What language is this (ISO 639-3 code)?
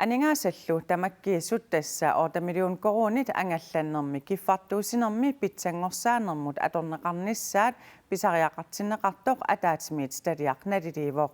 kal